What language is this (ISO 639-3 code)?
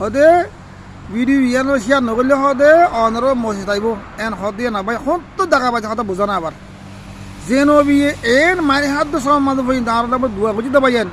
rhg